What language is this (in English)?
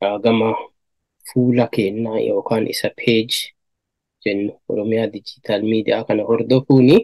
Oromo